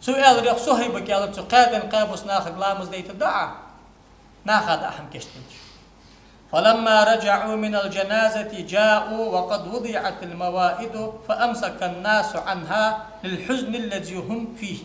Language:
Ingush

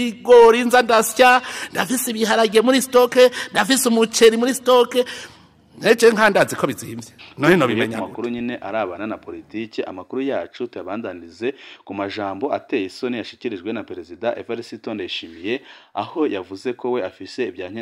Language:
Rundi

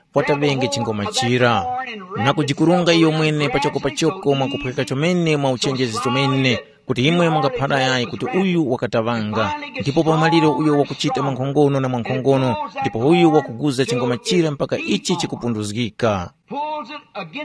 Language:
Tumbuka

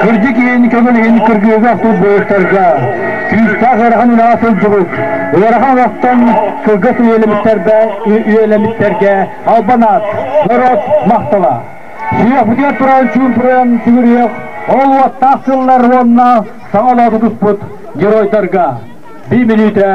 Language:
Yakut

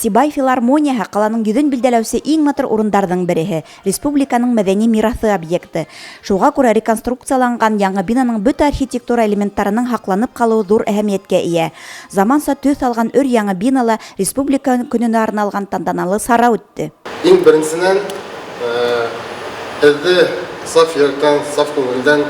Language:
Bashkir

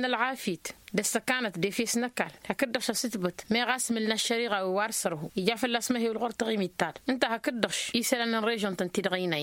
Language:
Tamasheq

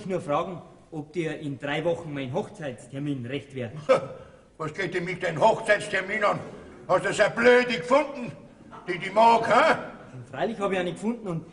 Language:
Bavarian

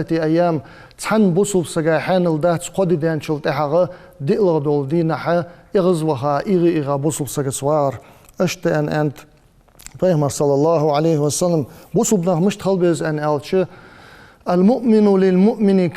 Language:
Ingush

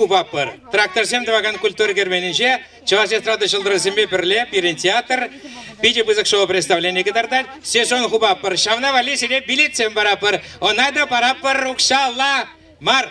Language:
Chuvash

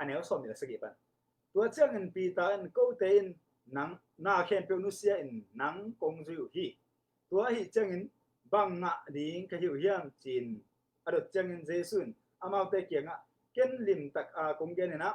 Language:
Tedim Chin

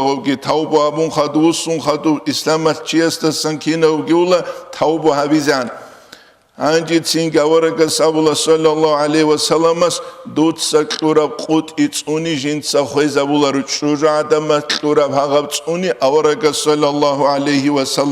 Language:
Avaric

